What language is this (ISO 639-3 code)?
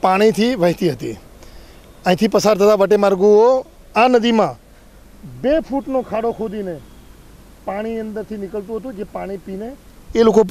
guj